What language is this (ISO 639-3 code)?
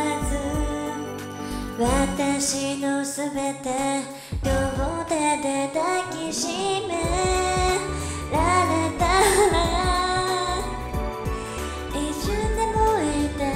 jpn